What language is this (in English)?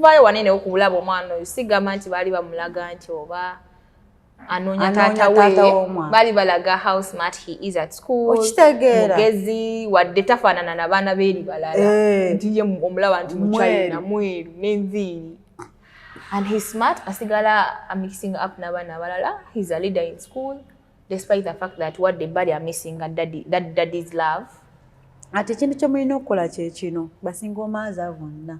Ganda